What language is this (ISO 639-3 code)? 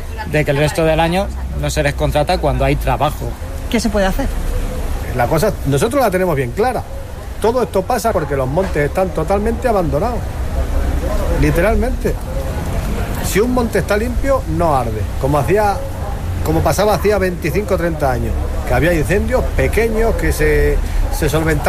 spa